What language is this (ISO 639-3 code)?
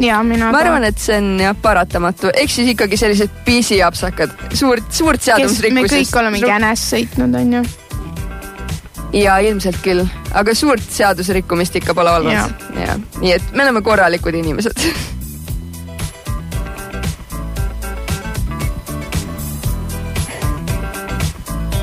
est